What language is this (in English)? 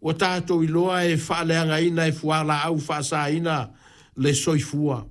Samoan